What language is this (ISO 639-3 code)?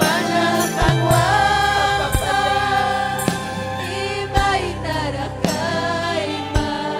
quy